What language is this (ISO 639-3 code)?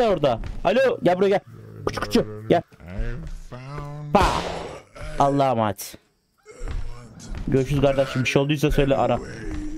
tur